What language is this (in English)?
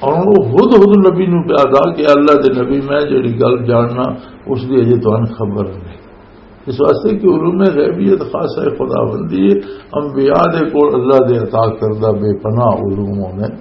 Western Panjabi